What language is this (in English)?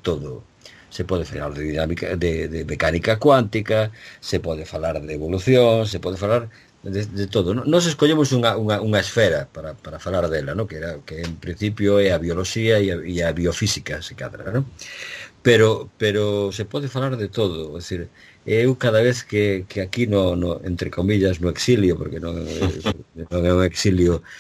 Galician